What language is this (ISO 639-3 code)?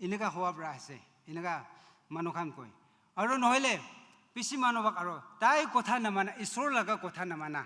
nag